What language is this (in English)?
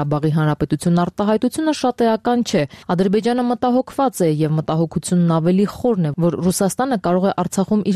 Armenian